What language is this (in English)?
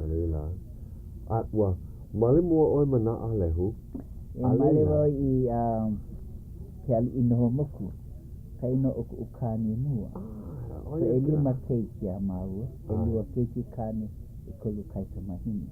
Hawaiian